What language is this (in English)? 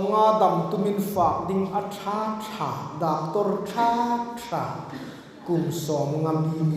Hmar